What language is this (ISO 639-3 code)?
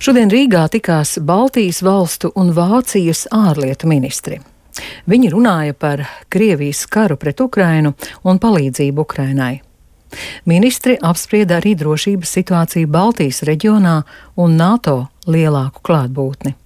lav